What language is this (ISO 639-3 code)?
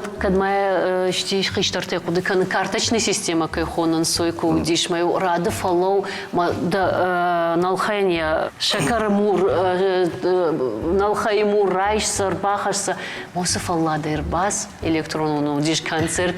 oss